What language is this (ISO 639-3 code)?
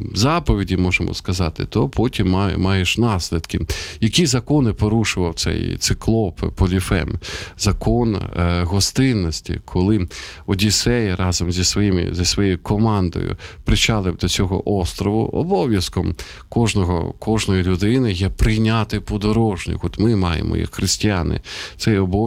ukr